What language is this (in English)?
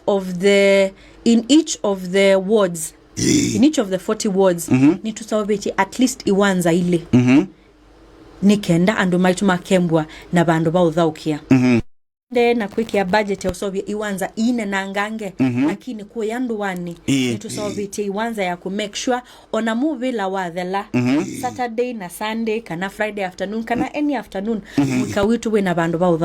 Kamba